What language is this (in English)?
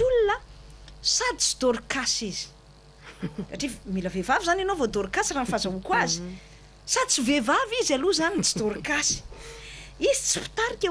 Malagasy